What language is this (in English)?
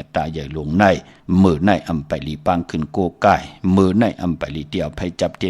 Shan